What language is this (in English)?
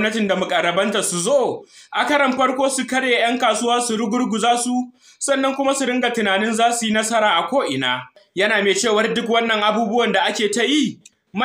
Hausa